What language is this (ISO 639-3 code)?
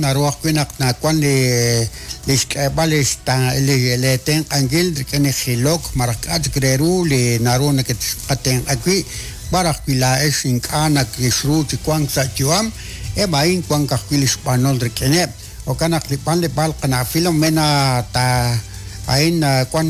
kek